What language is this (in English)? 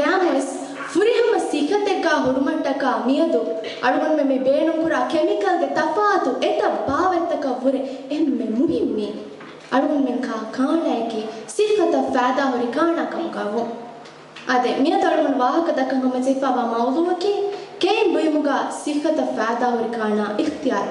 Divehi